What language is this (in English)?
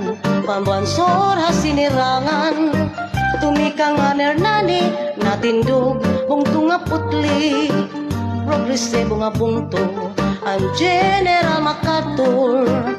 Waray